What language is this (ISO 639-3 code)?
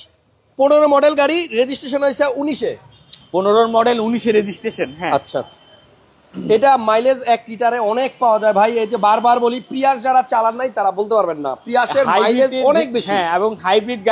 ben